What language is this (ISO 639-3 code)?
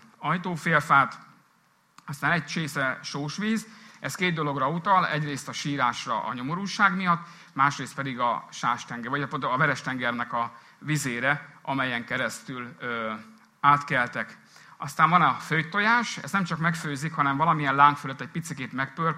hun